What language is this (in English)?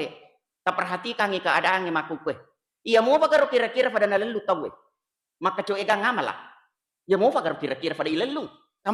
Buginese